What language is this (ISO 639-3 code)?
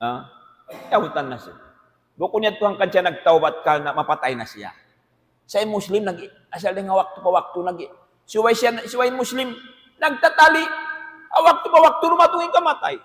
tsg